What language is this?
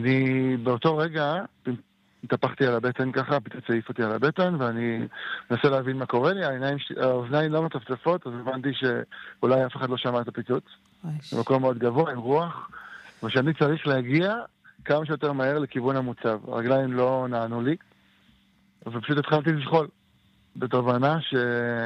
Hebrew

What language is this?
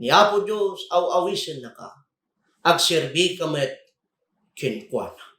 Iloko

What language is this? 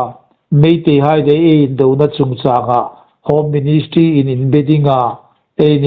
Hmar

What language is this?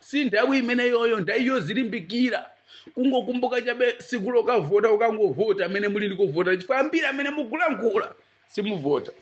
Nyanja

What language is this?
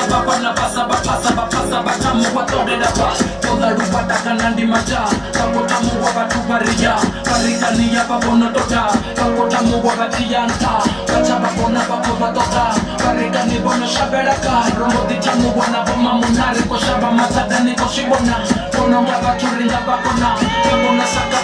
Venda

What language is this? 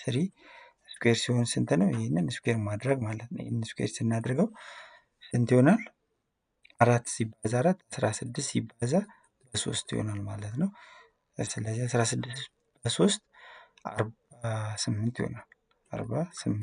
Amharic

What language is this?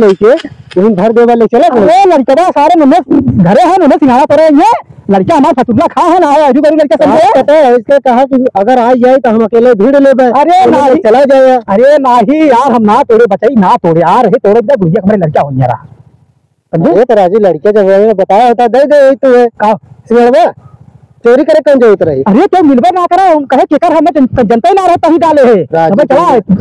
Awadhi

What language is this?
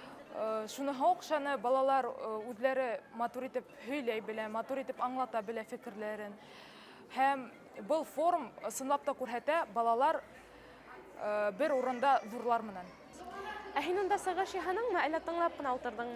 Bashkir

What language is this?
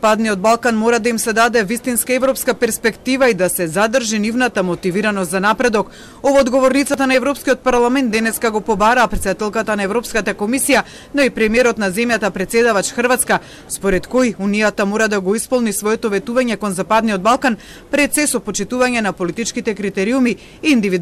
Macedonian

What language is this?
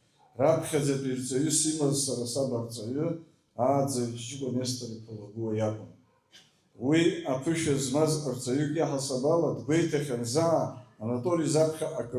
Abkhazian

